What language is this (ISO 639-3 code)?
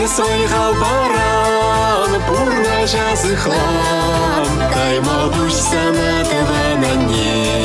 chv